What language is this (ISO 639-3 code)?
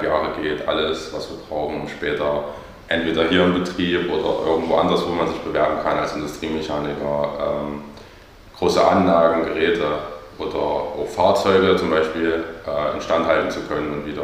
deu